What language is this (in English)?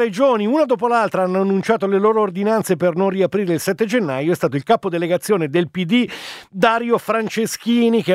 Italian